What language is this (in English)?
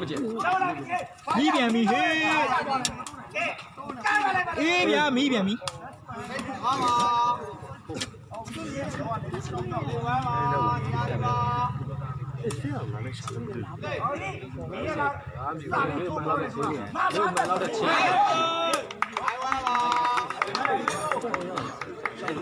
Burmese